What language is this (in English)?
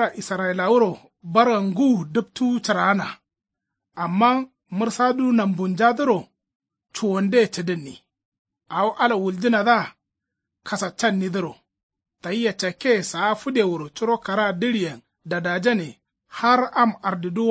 Kanuri